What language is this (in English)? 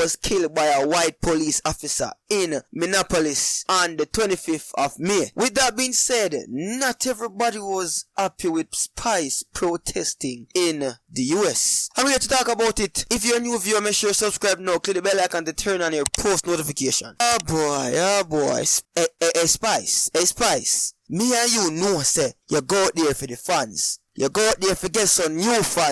Jamaican Creole English